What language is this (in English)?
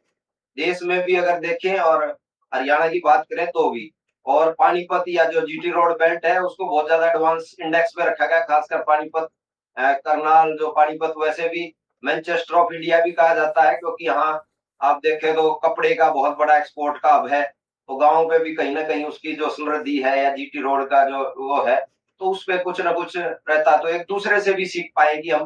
Hindi